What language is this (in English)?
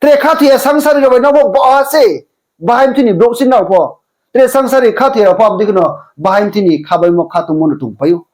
Riang (India)